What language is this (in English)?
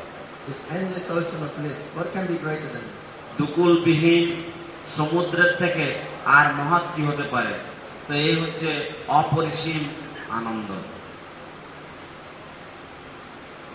Bangla